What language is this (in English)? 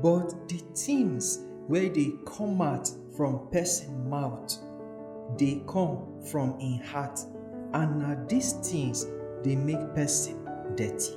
Nigerian Pidgin